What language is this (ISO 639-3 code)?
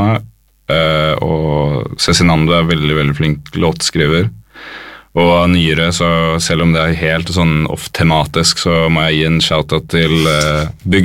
nor